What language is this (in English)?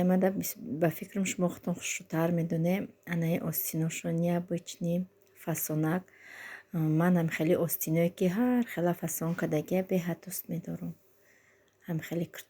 Tajik